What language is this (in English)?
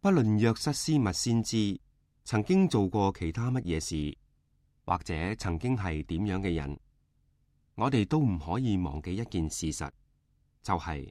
Cantonese